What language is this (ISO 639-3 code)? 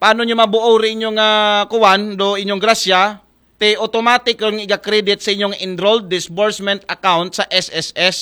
akl